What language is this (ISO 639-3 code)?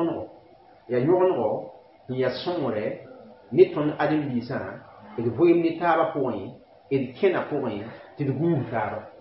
mos